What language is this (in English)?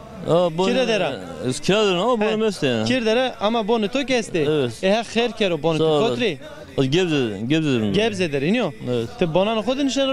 Zaza